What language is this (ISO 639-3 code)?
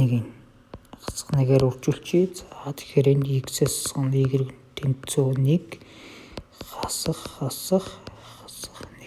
mon